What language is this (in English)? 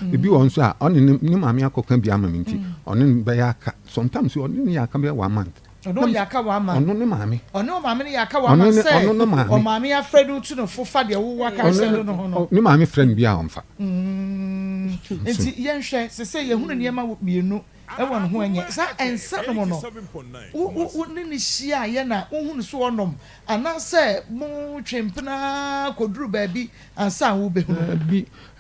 Akan